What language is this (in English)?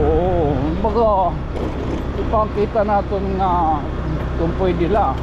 Waray